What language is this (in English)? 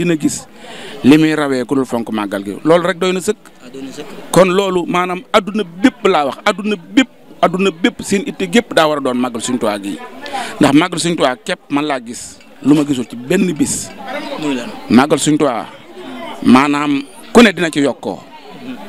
Wolof